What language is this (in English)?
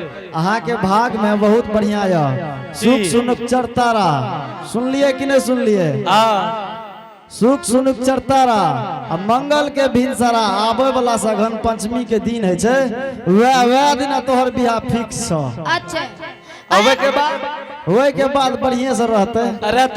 Angika